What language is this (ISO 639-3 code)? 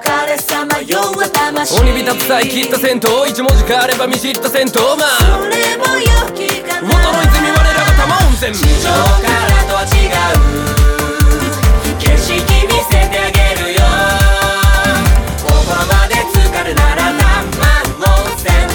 jpn